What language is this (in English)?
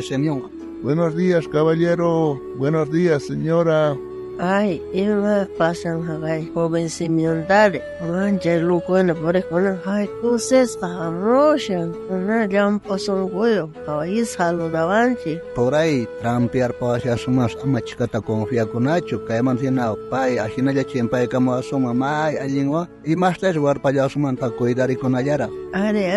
South Bolivian Quechua